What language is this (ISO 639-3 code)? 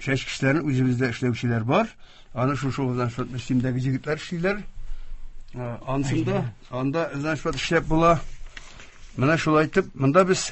tat